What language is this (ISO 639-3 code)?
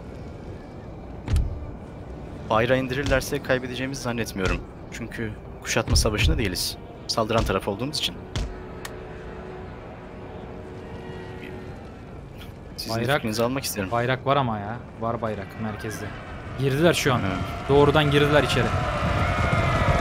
tur